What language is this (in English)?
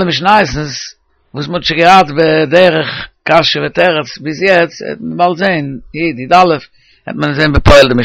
Yiddish